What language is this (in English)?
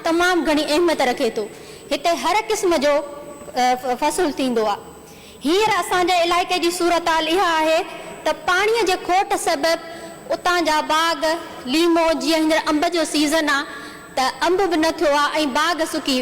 Sindhi